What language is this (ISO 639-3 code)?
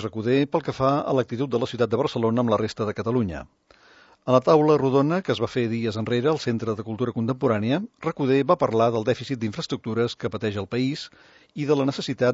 cat